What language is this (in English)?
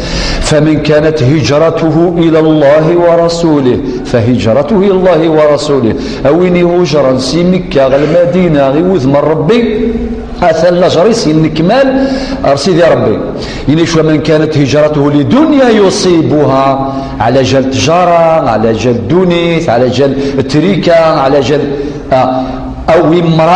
Kabyle